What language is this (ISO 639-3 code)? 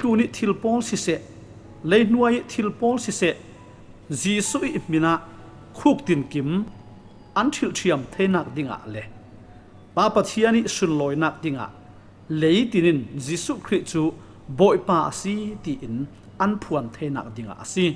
cfm